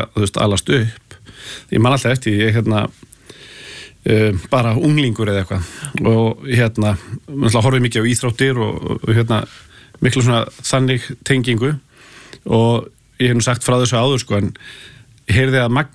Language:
Icelandic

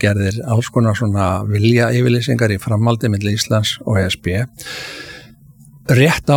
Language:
Icelandic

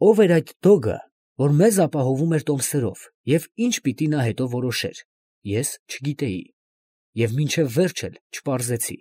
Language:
Armenian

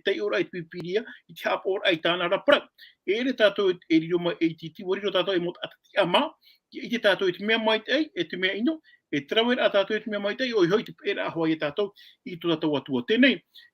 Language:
Tahitian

